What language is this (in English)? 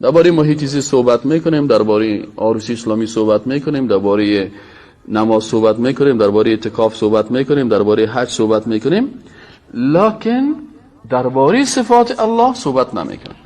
Persian